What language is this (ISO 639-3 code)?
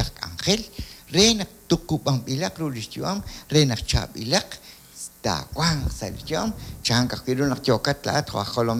kek